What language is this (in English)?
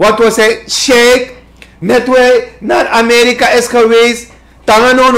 Sranan Tongo